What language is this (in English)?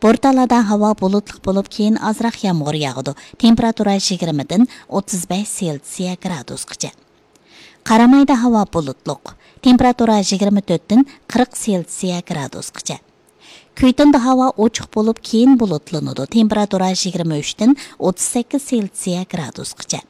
Uyghur